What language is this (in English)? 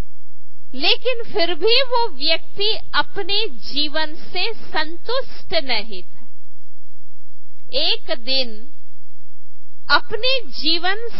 Hindi